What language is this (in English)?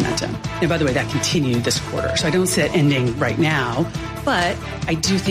English